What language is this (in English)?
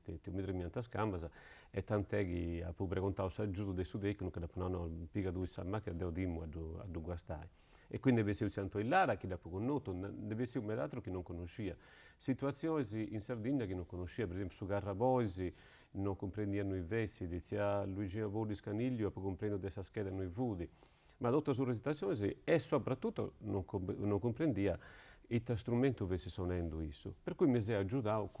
Sardinian